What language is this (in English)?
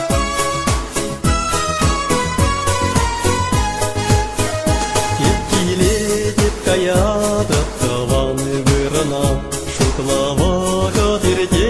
Chuvash